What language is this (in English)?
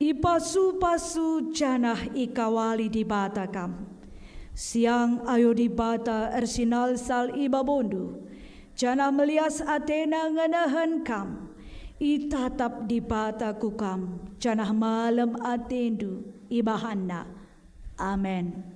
Batak Karo